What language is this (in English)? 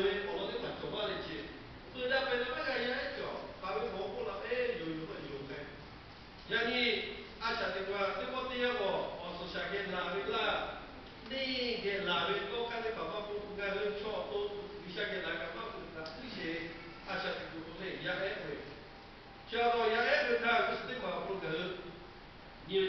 Lahu